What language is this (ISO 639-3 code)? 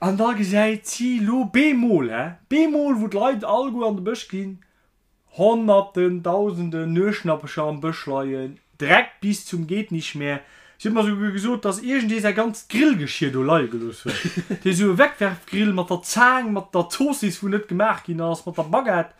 ltz